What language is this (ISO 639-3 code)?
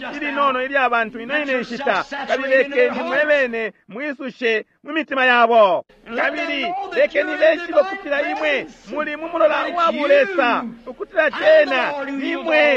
bem